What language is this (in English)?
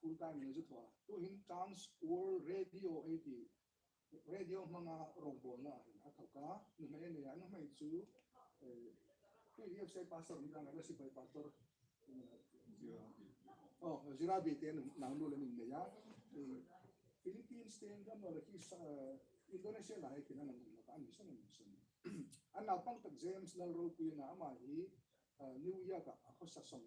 Hmar